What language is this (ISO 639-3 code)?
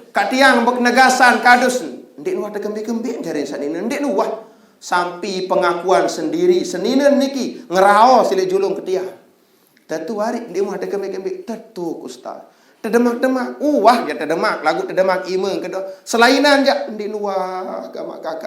sas